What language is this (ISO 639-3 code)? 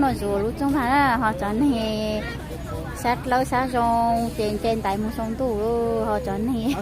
hmn